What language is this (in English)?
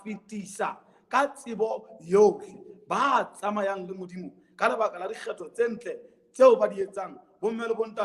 Southern Sotho